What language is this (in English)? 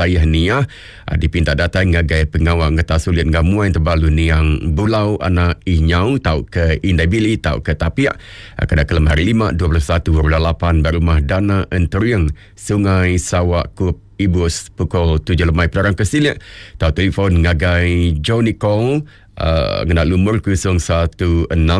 Iban